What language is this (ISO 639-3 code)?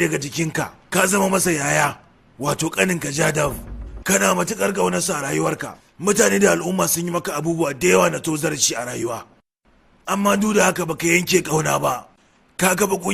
hau